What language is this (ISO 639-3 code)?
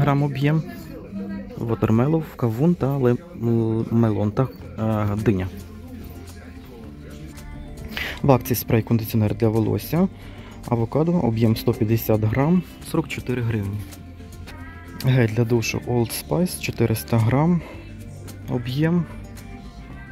ukr